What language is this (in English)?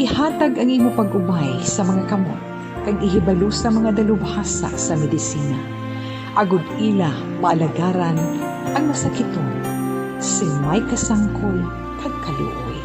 Hiligaynon